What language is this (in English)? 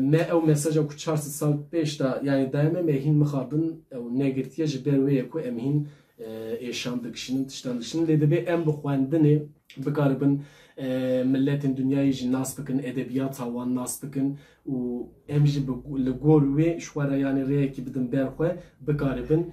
Kurdish